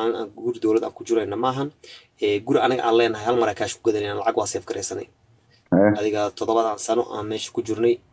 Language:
Somali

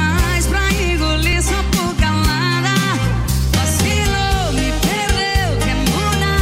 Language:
Portuguese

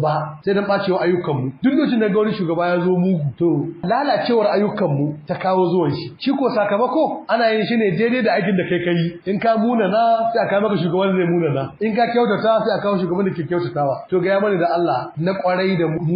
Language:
Hausa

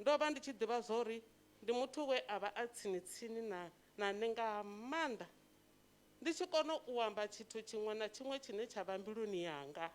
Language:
Venda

